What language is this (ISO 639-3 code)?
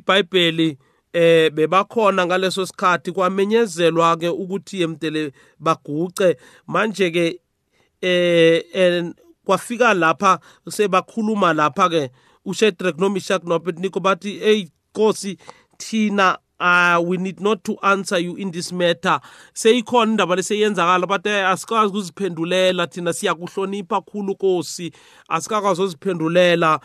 nbl